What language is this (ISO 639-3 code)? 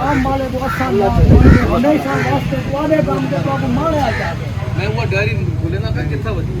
skr